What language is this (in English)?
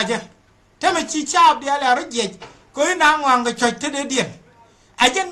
Nuer